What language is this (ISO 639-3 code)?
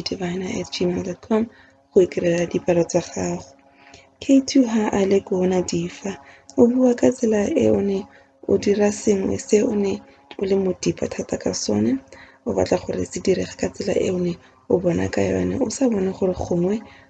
tsn